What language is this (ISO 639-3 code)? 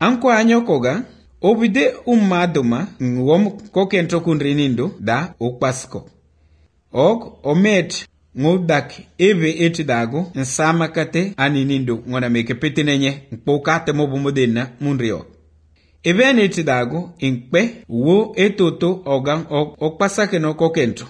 eus